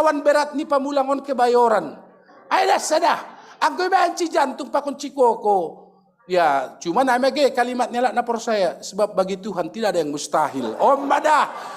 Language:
Batak Simalungun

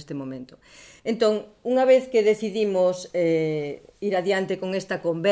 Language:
Galician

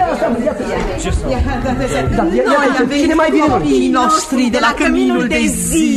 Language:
Romanian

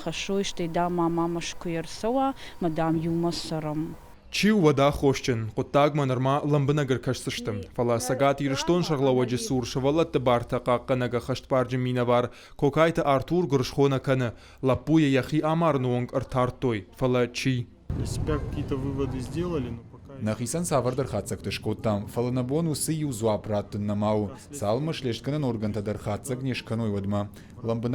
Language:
Ossetic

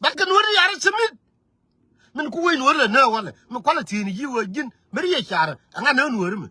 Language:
Nuer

